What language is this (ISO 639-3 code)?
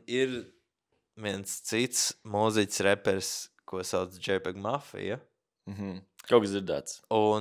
lav